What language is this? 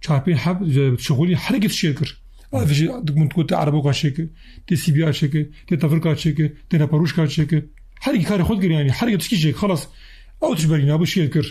Kurdish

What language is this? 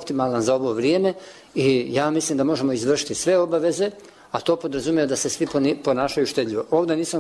Bosnian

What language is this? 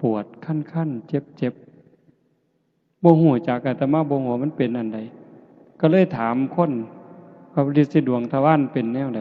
Northeastern Thai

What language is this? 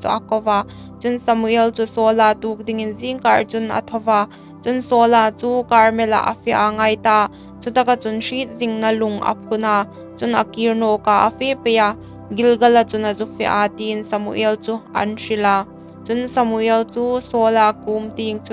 Hmar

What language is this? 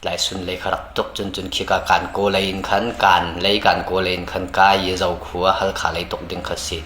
Hakha Chin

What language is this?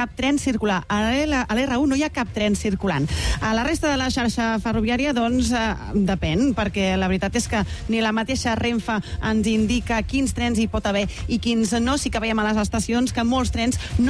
Catalan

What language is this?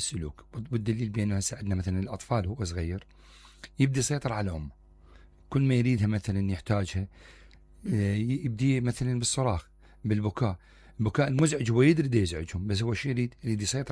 Mesopotamian Arabic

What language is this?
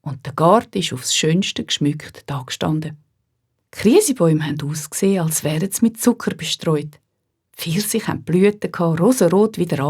Swiss German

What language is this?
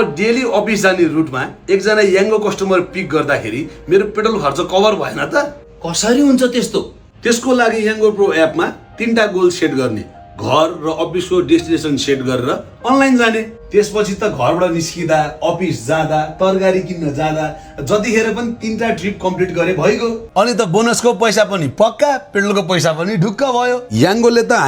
Nepali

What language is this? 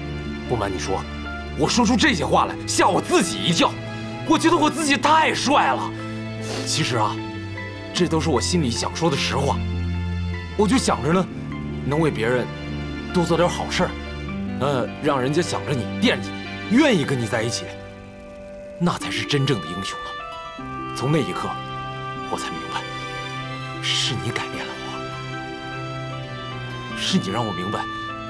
Chinese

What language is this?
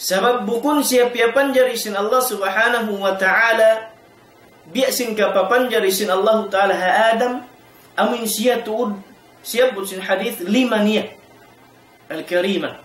Tausug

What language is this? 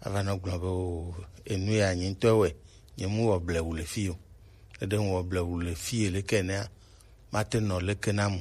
Gen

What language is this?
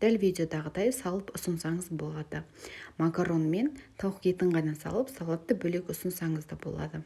Kazakh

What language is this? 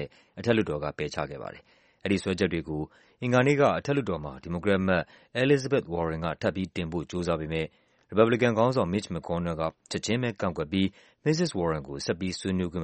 Burmese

